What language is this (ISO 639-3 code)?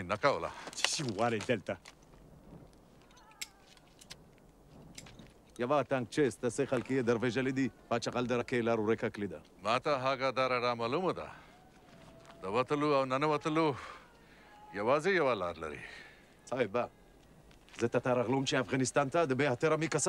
pus